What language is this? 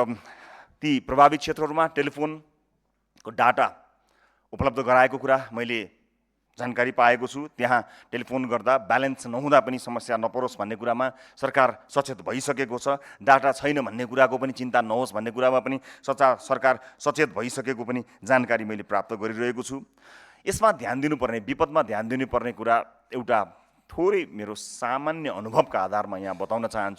Nepali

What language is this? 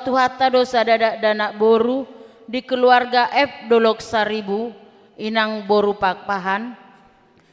Batak Toba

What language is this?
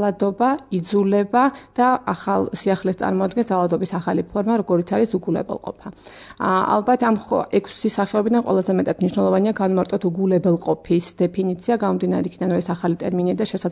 Georgian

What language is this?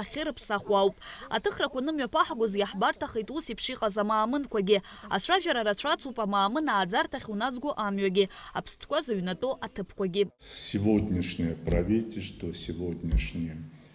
Abkhazian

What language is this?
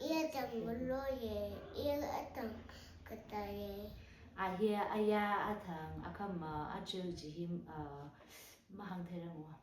Tangkhul Naga (India)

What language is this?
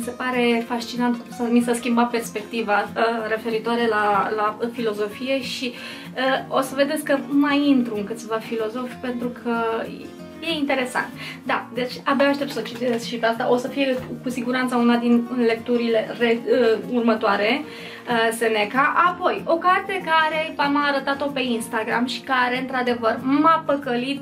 Romanian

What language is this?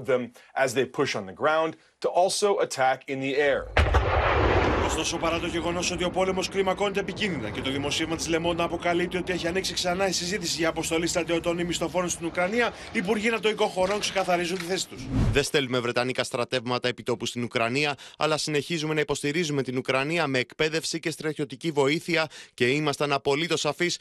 Greek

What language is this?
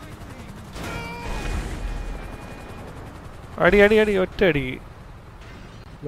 Malayalam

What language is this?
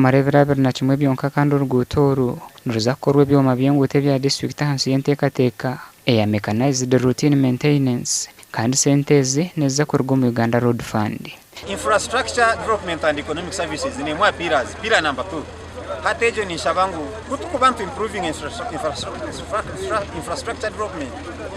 Nyankole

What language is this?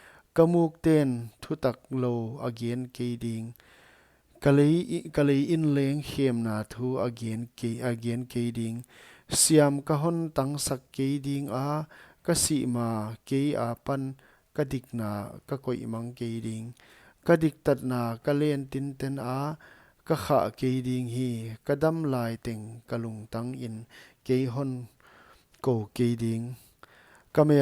Paite Chin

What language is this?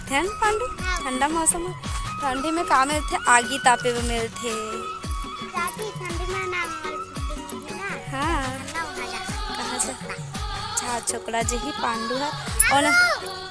Chhattisgarhi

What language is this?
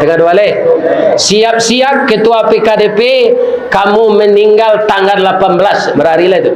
Minangkabau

